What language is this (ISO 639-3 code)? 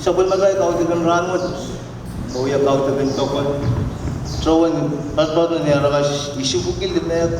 pon